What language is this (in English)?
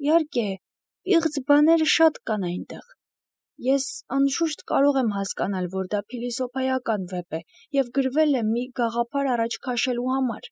Armenian